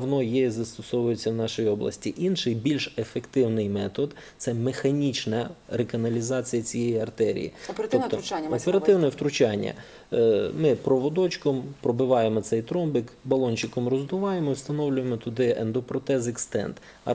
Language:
Ukrainian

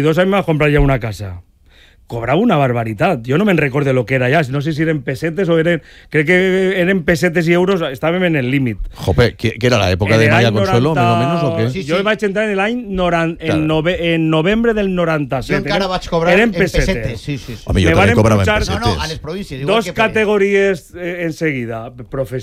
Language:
Catalan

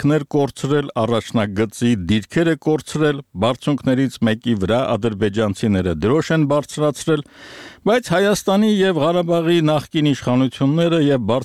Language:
Armenian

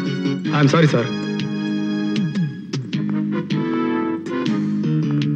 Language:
Kannada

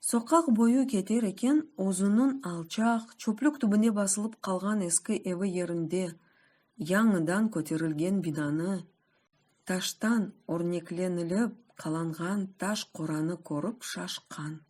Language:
Crimean Tatar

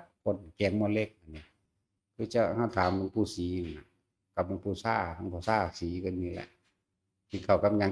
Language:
Northeastern Thai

